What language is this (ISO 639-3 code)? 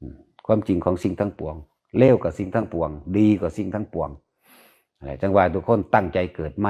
lao